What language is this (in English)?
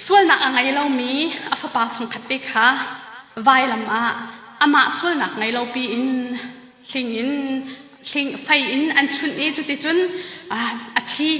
Hakha Chin